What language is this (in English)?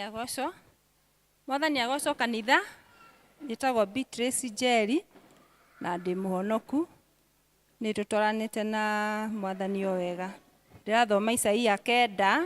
Kikuyu